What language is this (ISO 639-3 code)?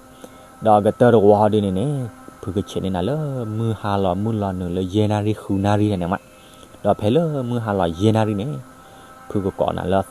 ksw